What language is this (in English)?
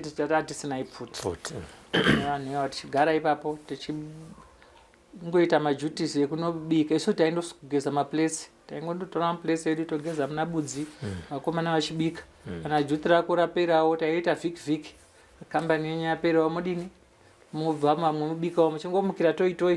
Shona